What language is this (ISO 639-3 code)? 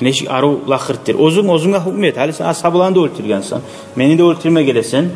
kum